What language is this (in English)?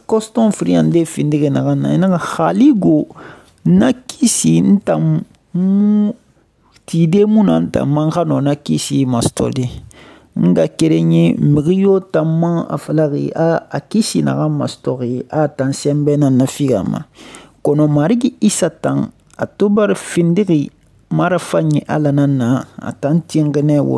Susu